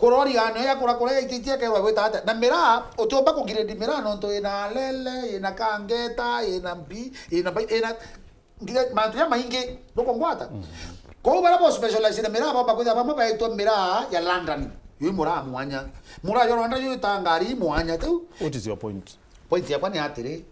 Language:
Meru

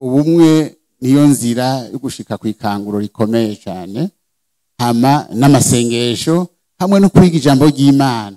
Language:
Rundi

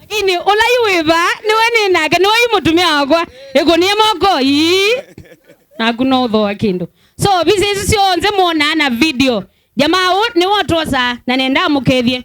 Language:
Kamba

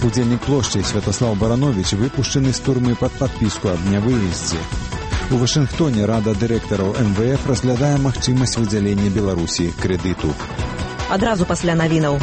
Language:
Belarusian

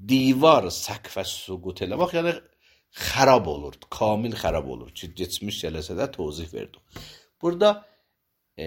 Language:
Azerbaijani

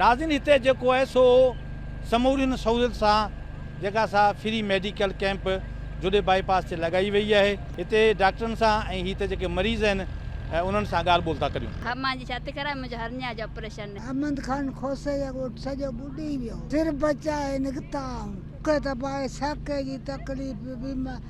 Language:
Sindhi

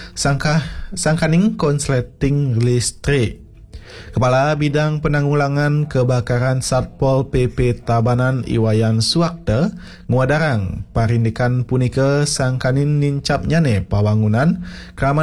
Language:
Balinese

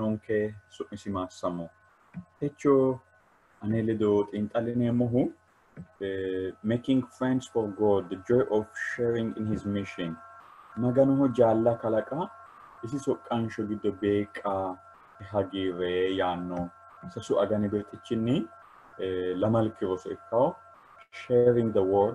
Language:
Sidamo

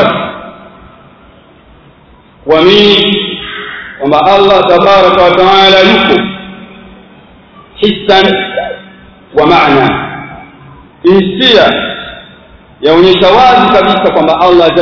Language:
Swahili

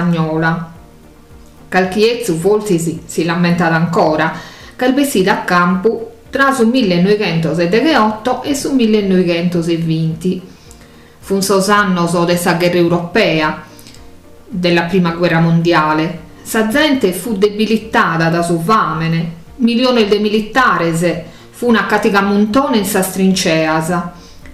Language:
Sardinian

